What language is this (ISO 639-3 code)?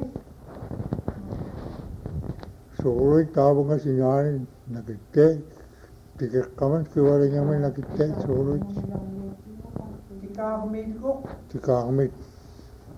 ind